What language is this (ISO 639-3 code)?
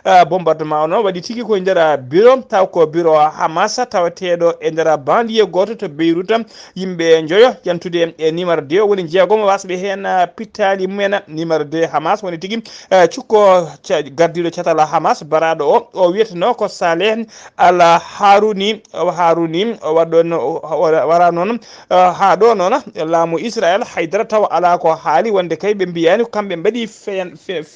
ful